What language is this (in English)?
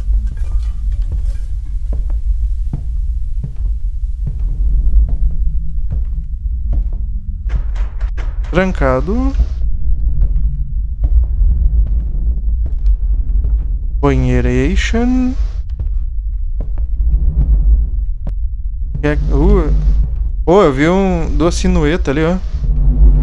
Portuguese